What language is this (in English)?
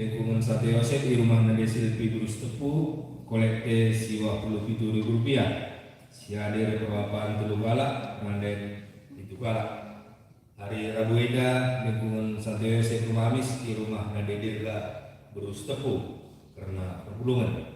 Batak Karo